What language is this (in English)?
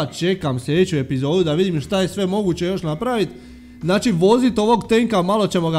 Croatian